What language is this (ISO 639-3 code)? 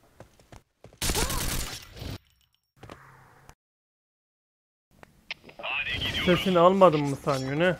tur